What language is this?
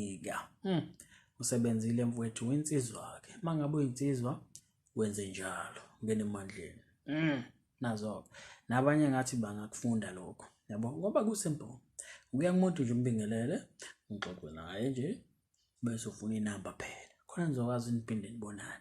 Zulu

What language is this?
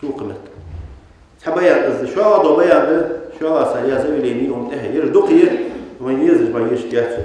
Ingush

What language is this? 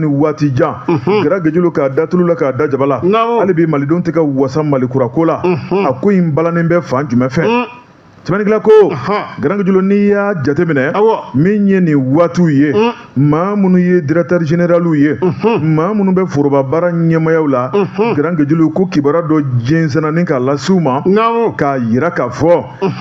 Bambara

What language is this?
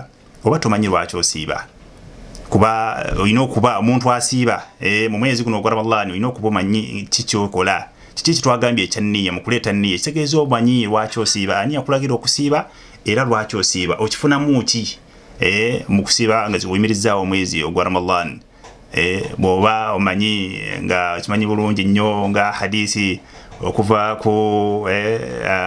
Ganda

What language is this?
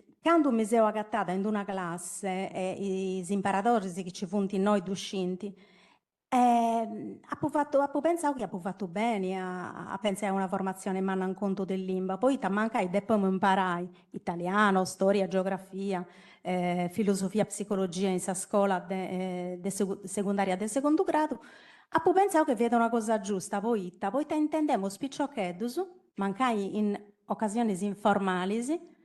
Sardinian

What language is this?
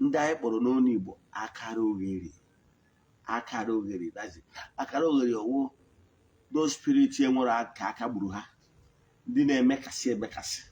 Igbo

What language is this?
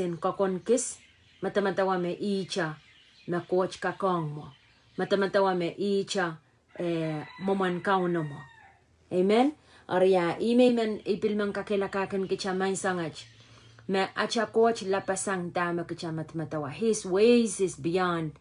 Pohnpeian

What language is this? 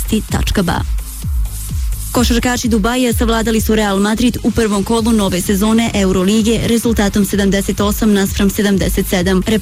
Bosnian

